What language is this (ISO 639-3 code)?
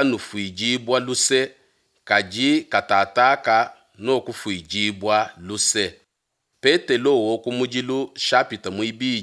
lua